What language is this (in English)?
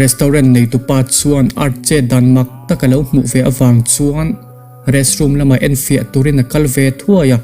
Mizo